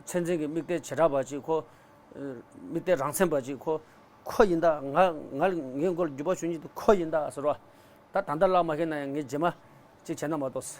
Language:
Tibetan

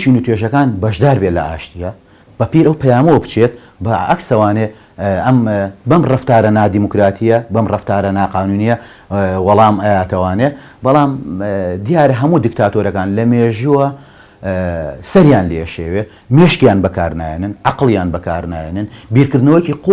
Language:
Central Kurdish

